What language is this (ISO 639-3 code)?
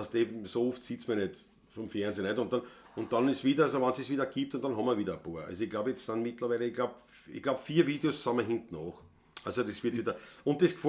bar